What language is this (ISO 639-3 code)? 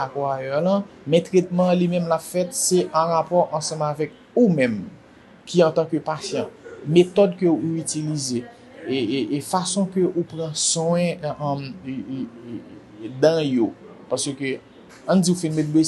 hat